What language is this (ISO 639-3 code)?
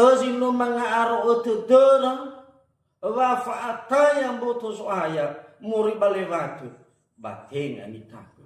nia